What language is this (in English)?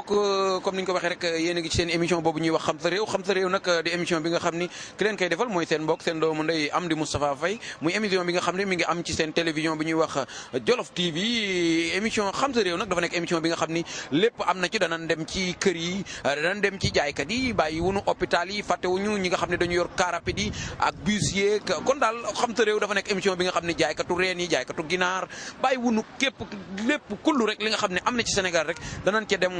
Wolof